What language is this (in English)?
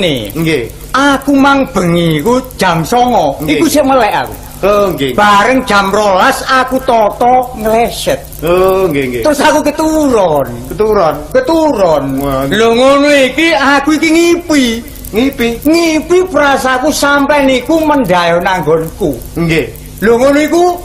Javanese